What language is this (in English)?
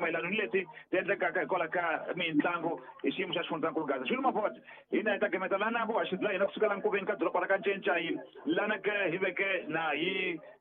Tsonga